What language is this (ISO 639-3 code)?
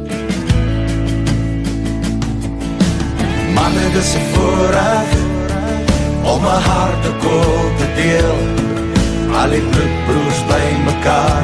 afr